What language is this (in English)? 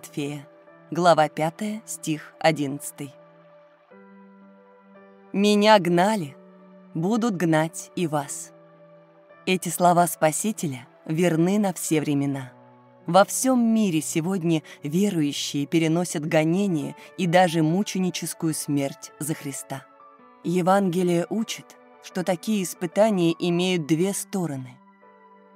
Russian